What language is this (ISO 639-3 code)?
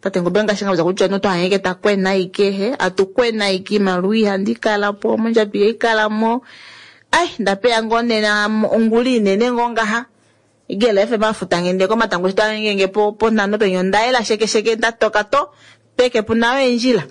kua